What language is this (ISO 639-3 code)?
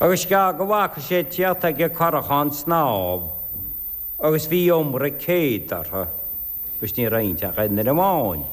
gle